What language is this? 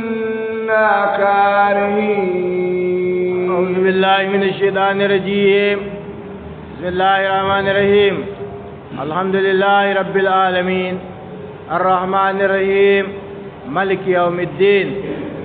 Adamawa Fulfulde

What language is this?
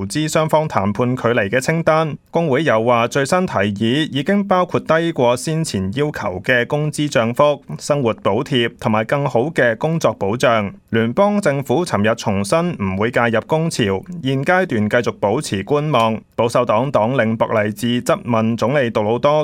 Cantonese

